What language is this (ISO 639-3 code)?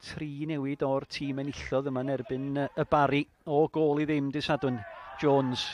cym